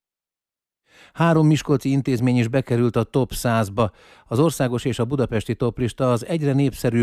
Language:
Hungarian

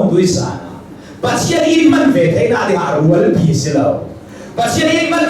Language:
Hakha Chin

